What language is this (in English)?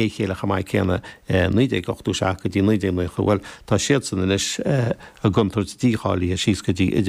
Irish